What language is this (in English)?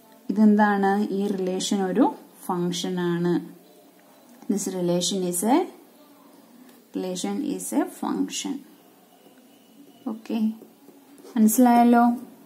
Malayalam